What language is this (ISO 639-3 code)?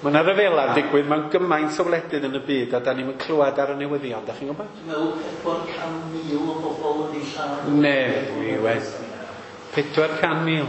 cym